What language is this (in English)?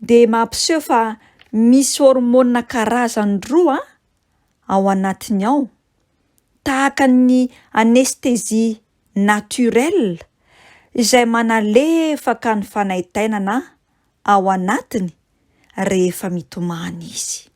Malagasy